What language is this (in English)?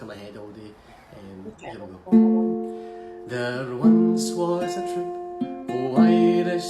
Scots